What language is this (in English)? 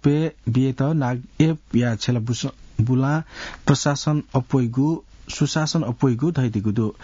Newari